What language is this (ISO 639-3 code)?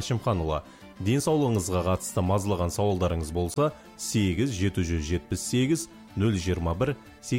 kaz